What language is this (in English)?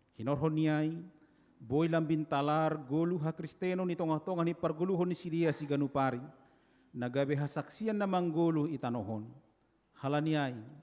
Batak Simalungun